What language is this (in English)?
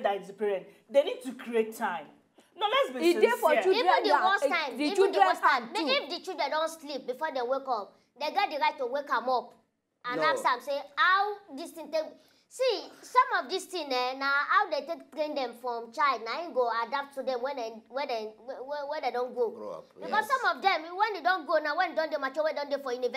Nigerian Pidgin